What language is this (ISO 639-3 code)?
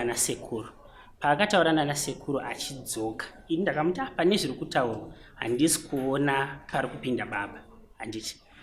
sna